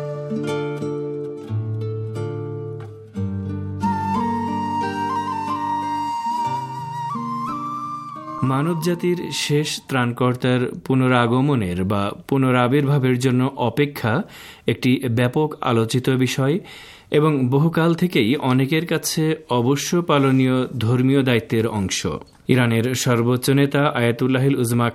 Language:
Bangla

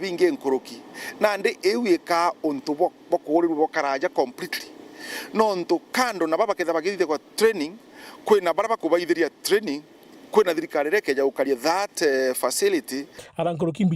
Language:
Meru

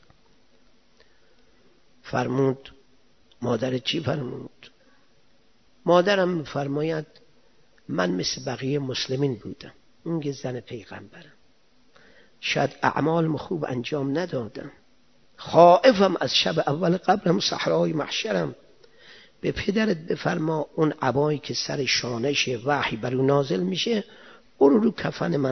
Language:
Persian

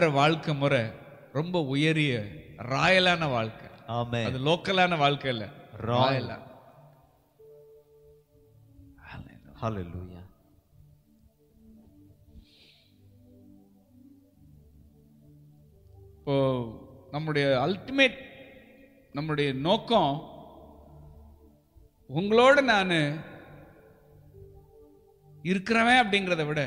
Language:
Tamil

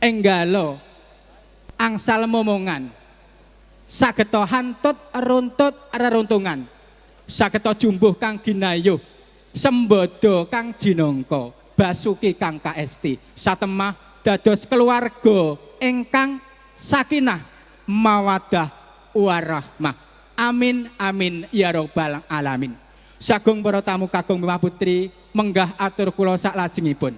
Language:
Javanese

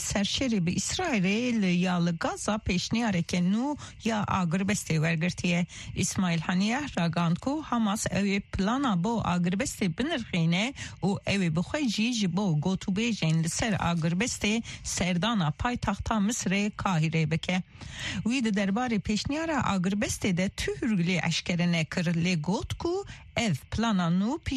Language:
Kurdish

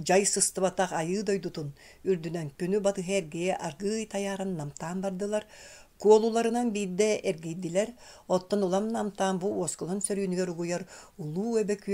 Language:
Yakut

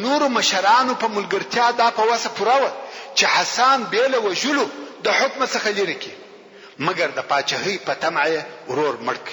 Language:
Pashto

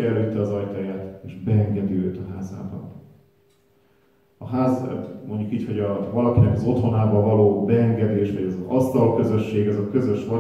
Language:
Hungarian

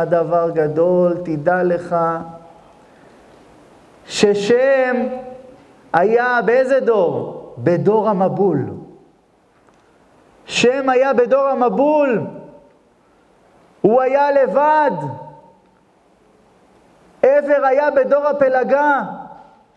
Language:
Hebrew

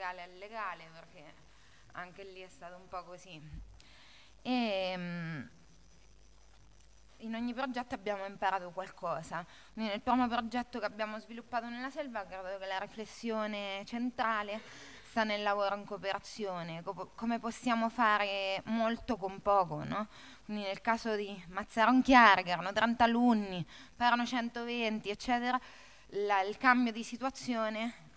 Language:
Italian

